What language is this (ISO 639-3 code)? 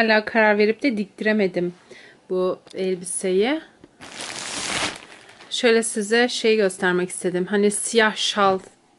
tur